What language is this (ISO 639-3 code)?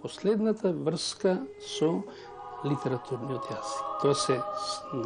mkd